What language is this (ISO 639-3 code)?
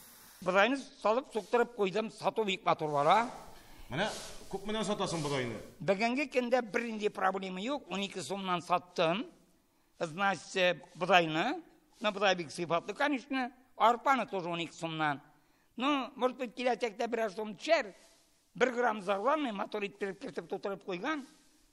tat